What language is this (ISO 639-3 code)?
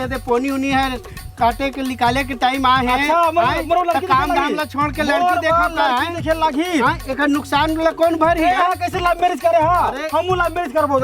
hne